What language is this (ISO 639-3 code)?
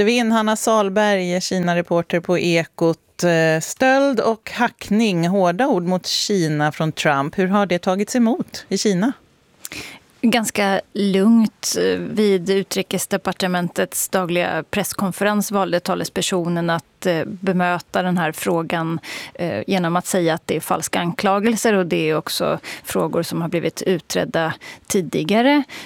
swe